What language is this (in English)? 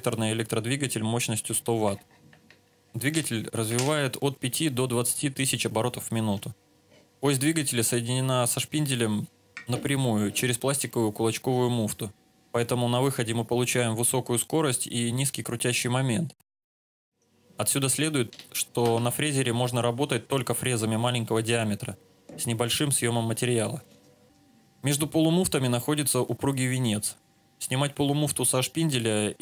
Russian